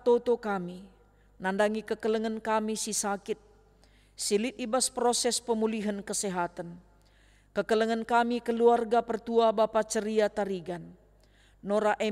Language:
Batak Karo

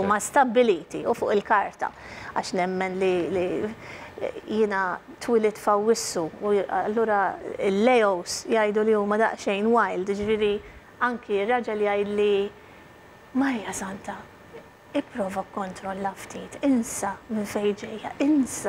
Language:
Maltese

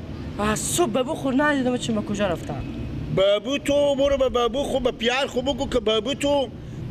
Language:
Persian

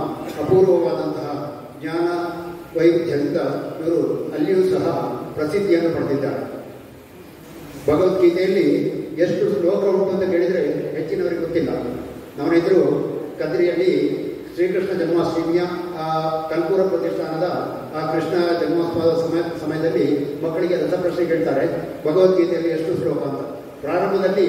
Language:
Kannada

